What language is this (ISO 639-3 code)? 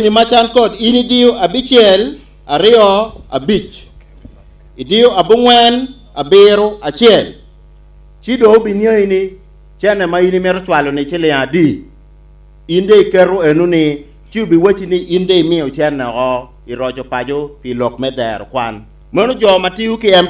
ach